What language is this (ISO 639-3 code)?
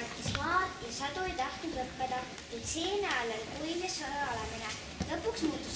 est